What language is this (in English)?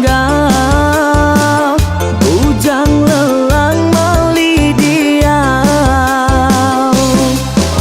Iban